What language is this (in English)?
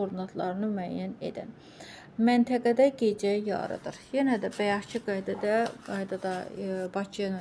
Azerbaijani